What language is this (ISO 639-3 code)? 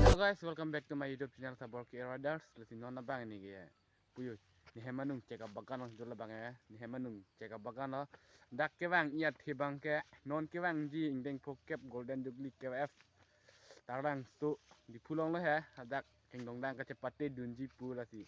mjw